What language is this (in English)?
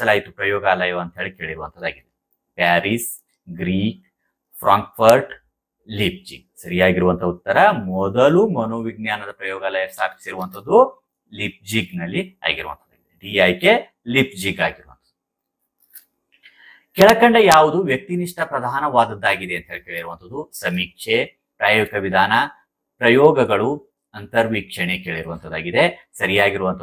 Kannada